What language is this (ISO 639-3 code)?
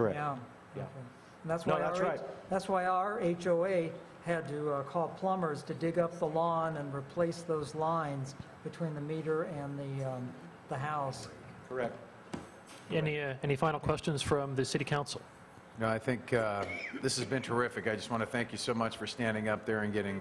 eng